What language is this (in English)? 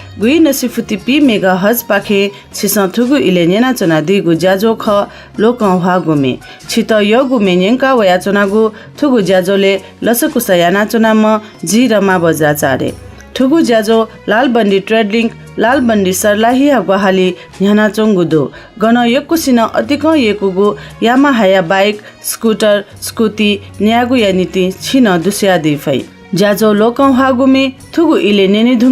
Newari